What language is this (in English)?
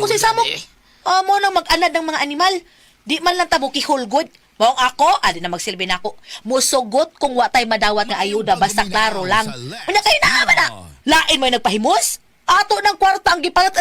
Cebuano